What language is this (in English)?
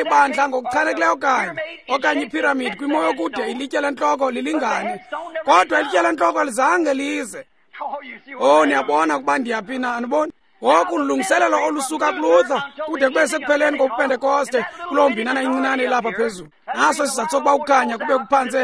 Xhosa